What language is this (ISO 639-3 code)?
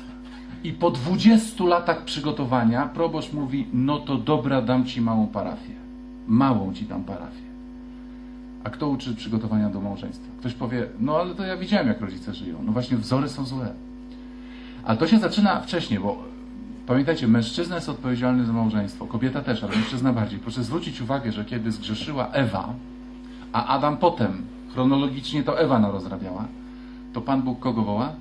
pol